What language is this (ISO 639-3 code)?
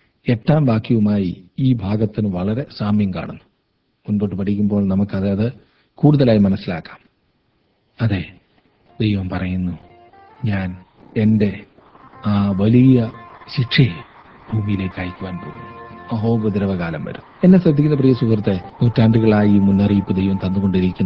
mal